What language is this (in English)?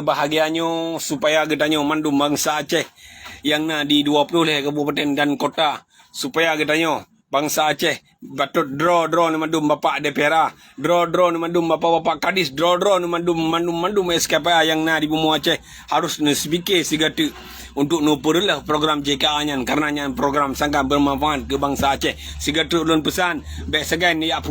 Achinese